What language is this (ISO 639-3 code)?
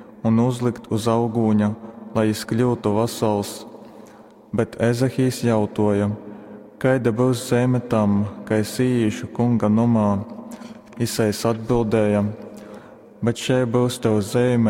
ltg